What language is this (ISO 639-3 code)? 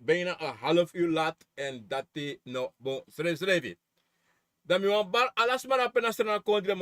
srn